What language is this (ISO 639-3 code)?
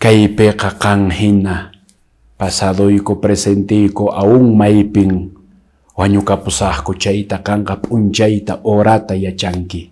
que